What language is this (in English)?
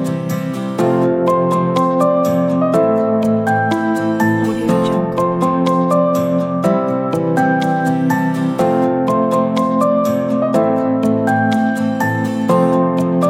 Malay